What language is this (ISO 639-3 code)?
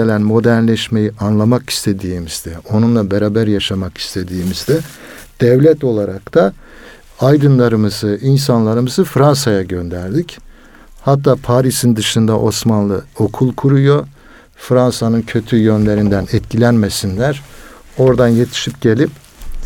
tur